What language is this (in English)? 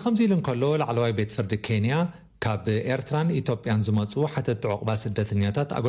Tigrinya